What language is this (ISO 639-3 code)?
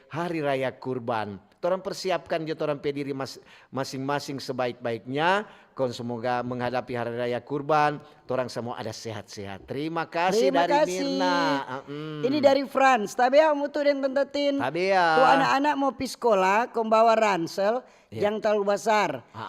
xmm